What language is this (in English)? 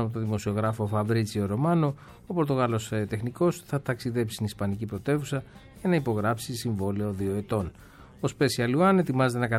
Greek